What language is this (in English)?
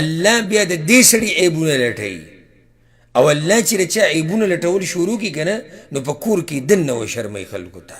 Pashto